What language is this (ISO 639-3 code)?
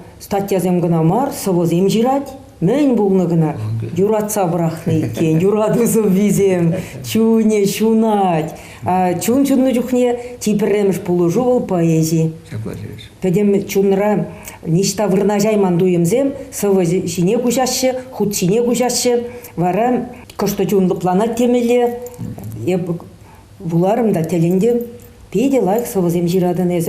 chv